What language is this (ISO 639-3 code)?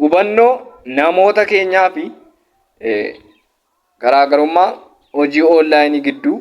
orm